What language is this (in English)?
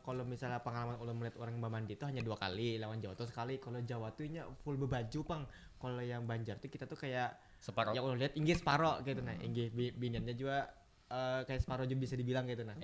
Banjar